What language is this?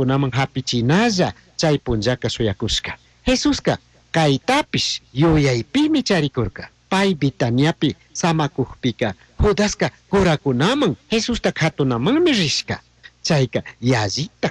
Chimborazo Highland Quichua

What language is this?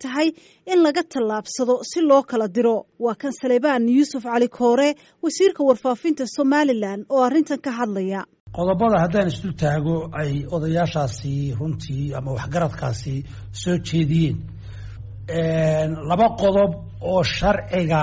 Somali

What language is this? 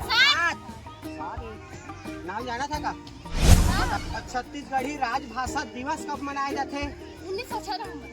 Chhattisgarhi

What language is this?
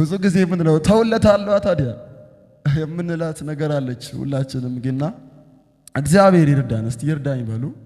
Amharic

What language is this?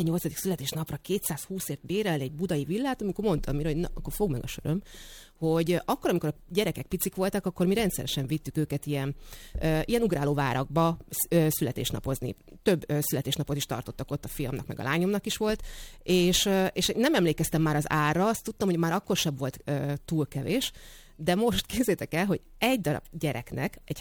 Hungarian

